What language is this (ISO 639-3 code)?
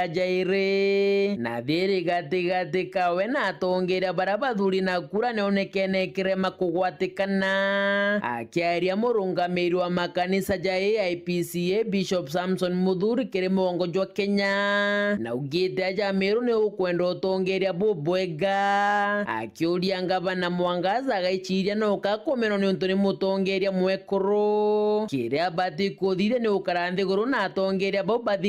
mer